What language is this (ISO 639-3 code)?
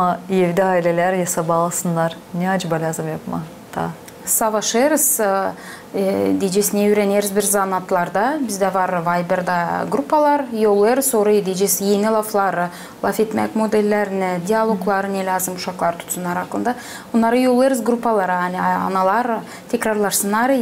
gag